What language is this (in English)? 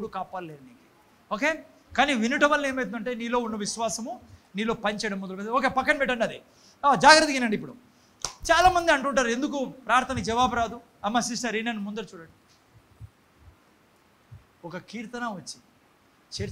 Telugu